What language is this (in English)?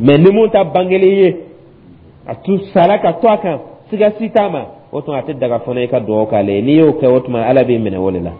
Dyula